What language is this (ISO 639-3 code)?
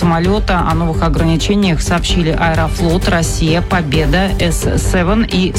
rus